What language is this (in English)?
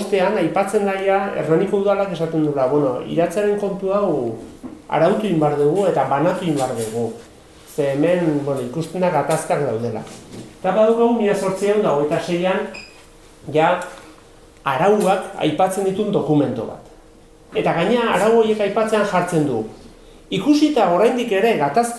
Basque